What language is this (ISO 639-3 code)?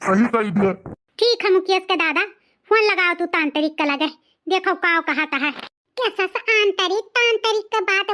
awa